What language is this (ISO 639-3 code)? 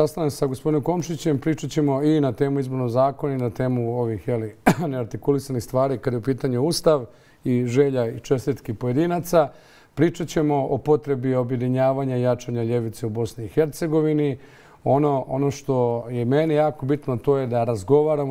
bos